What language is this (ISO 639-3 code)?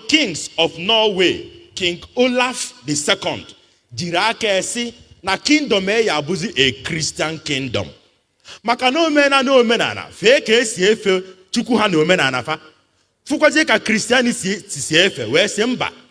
ibo